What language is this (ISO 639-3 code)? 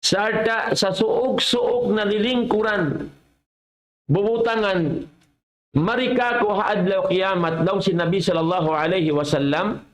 tsg